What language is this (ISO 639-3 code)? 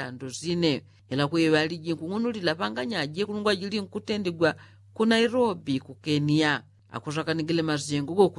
yao